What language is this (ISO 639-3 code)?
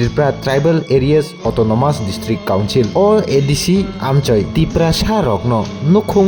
trp